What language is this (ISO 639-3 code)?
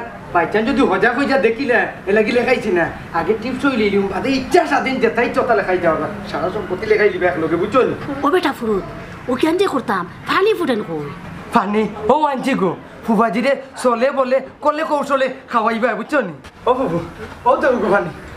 syl